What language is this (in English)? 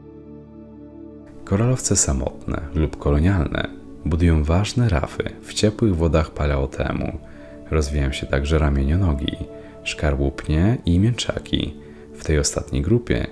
Polish